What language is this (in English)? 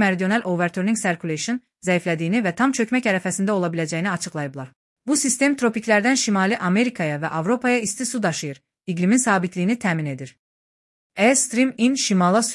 Azerbaijani